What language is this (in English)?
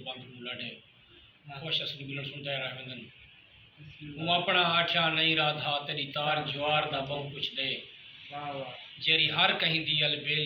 Saraiki